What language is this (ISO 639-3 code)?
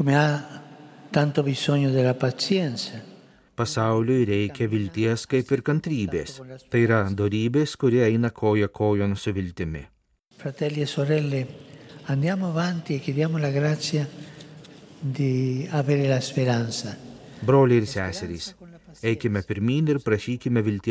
lit